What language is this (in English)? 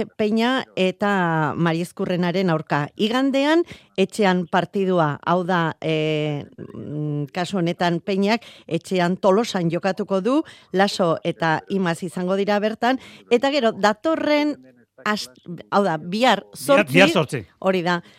Basque